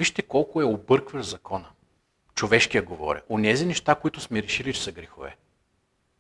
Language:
Bulgarian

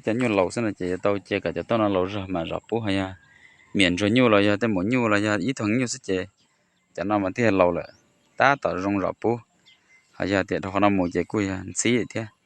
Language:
Hmong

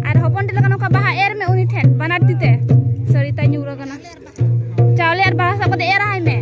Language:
Santali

